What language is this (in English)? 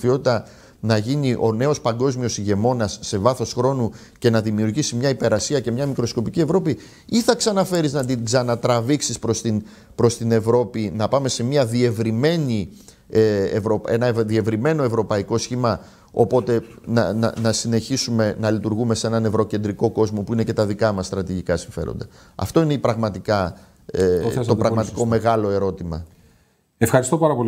Greek